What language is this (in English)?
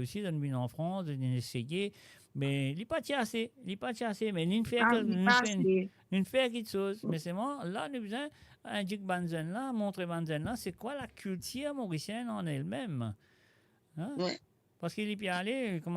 Morisyen